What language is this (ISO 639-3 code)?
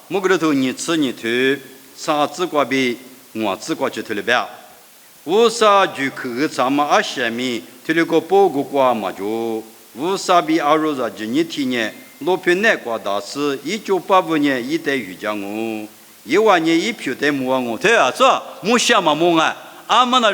lis